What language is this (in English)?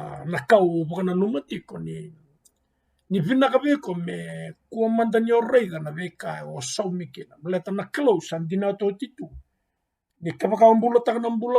Fijian